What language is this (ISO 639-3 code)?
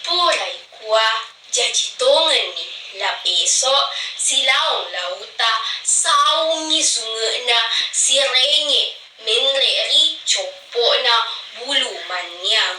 bug